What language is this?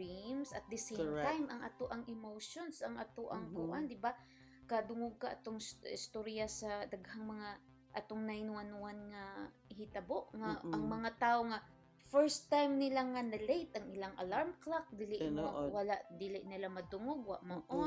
Cebuano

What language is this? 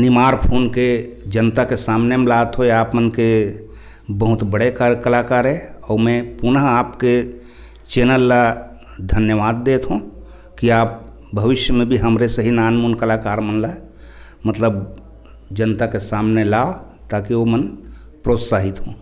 Chhattisgarhi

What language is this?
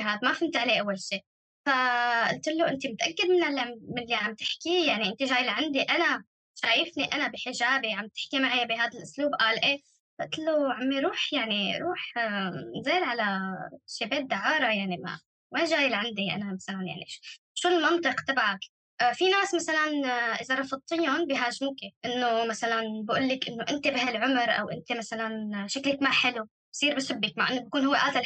North Levantine Arabic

